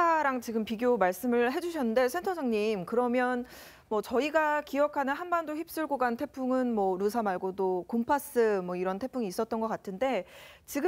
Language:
Korean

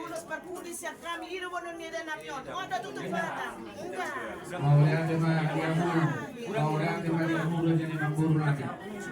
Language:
Batak Toba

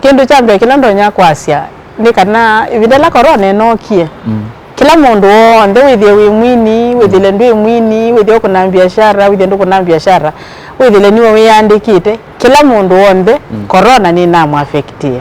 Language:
Kamba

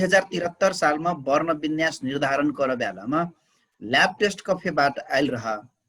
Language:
Dangaura Tharu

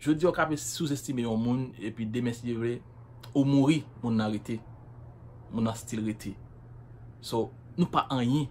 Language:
Haitian Creole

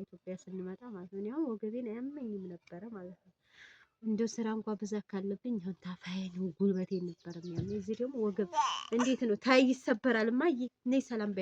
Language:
Amharic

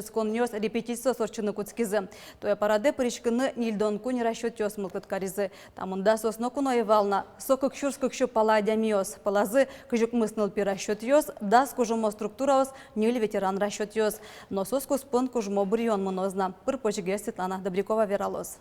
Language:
Udmurt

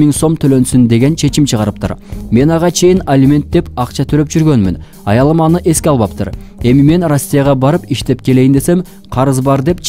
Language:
Kyrgyz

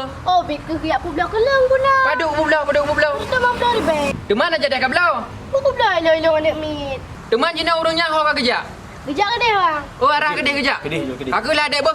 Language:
Achinese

